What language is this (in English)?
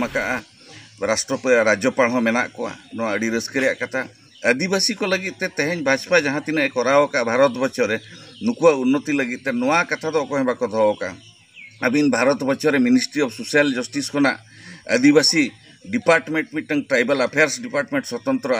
Santali